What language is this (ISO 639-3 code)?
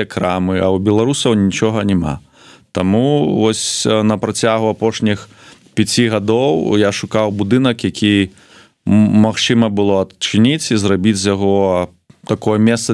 bel